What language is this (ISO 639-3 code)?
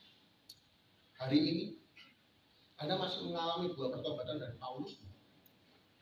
ind